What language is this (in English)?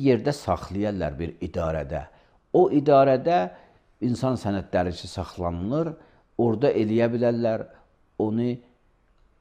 Azerbaijani